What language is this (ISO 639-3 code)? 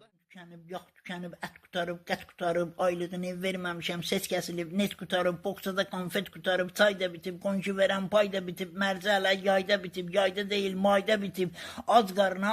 aze